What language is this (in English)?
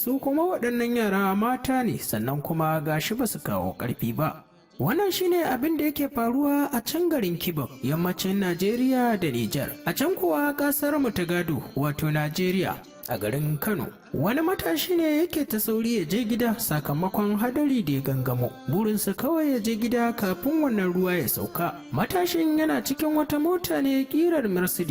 Hausa